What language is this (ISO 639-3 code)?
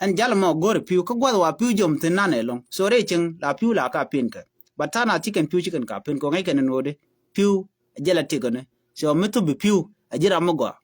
nus